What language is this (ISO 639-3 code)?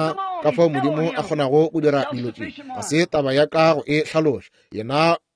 nso